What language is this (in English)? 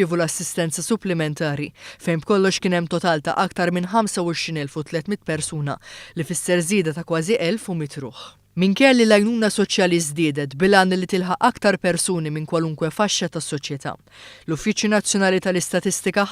Maltese